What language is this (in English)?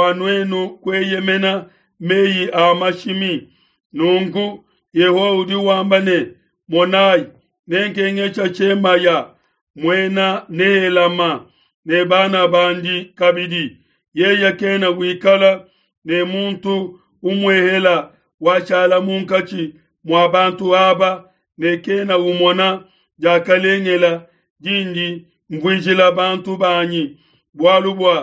Luba-Lulua